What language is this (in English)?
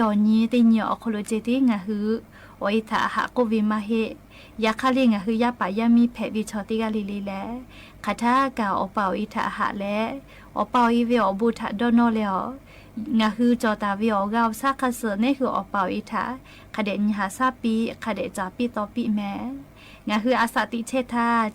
Lahu